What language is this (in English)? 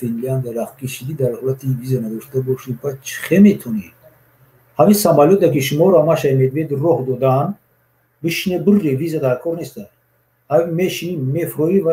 Tajik